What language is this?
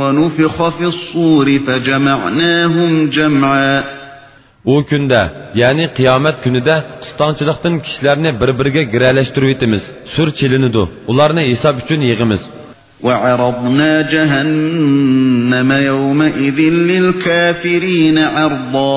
Uyghur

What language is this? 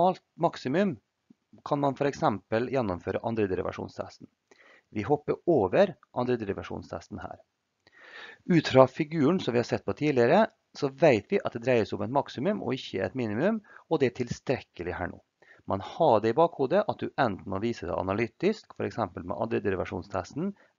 Norwegian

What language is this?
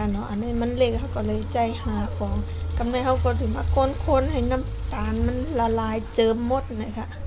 Shan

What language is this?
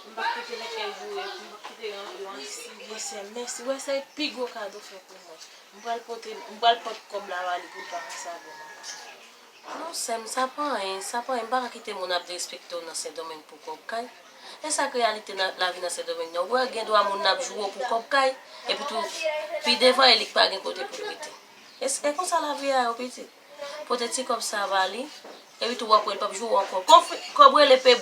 Haitian Creole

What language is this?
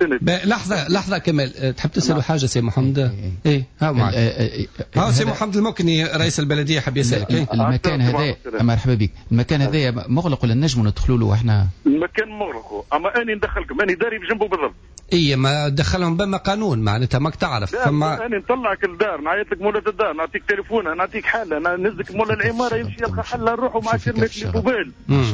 Tunisian Arabic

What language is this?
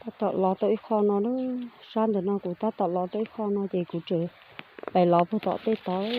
Hmong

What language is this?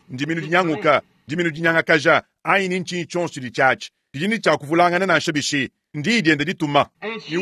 Luba-Lulua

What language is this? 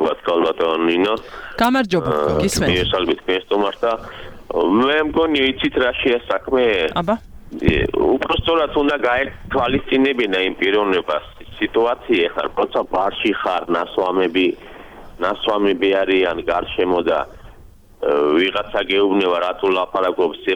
Georgian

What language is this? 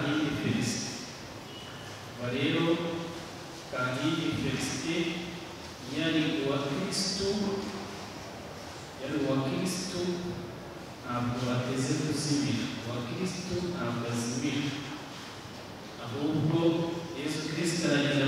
Kinyarwanda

